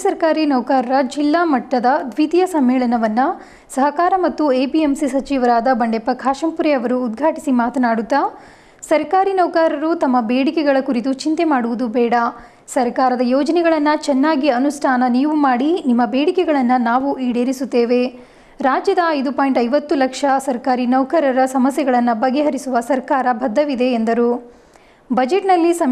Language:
Kannada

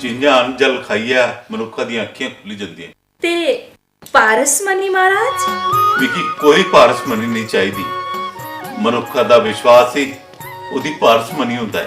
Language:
Dogri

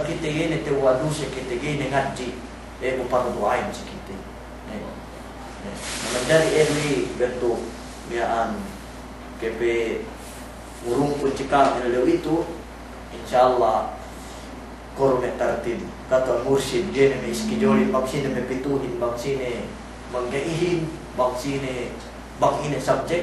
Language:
Yakan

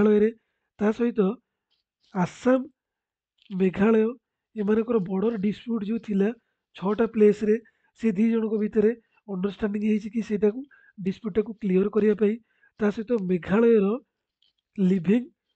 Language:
Odia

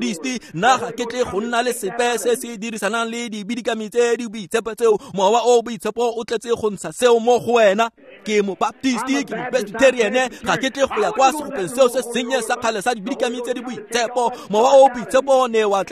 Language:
Tswana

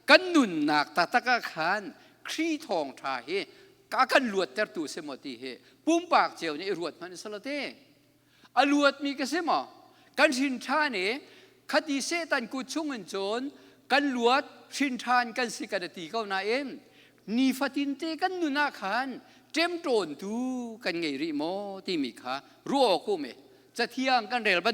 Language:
Hakha Chin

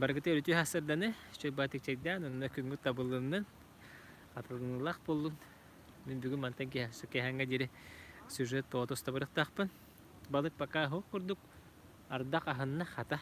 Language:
Yakut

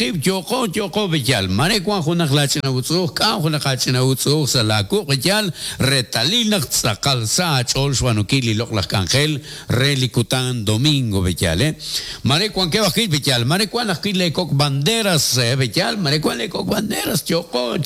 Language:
Kekchí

